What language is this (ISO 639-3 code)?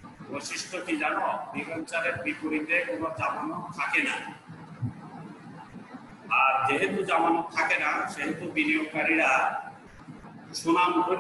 ben